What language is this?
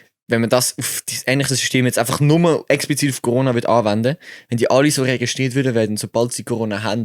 Swiss German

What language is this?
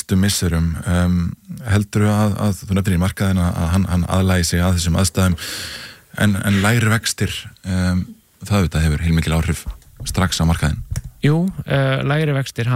Icelandic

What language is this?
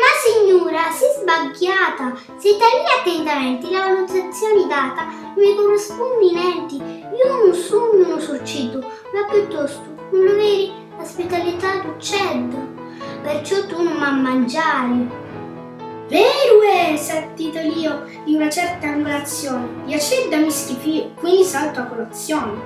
Sicilian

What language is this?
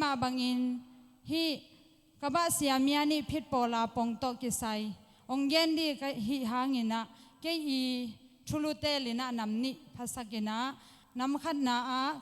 Tedim Chin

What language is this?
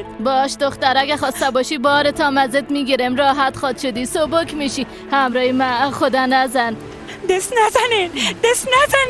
Persian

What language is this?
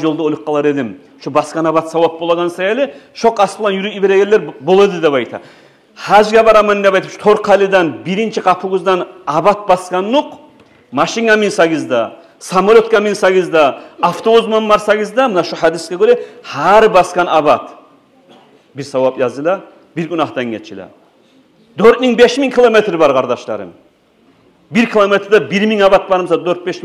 Kumyk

